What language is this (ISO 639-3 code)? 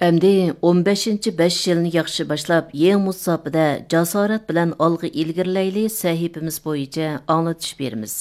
uig